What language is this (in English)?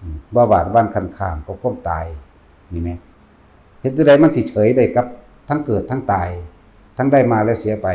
Northeastern Thai